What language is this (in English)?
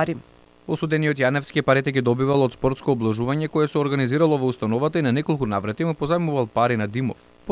Macedonian